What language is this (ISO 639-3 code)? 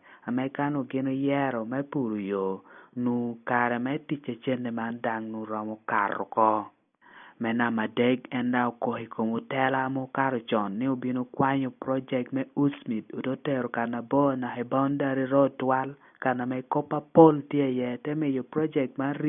laj